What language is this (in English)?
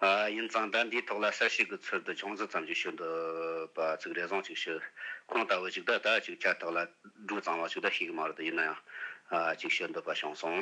Tibetan